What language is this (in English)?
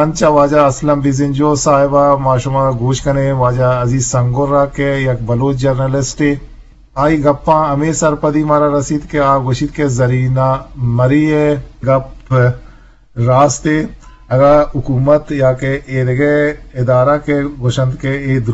Eastern Balochi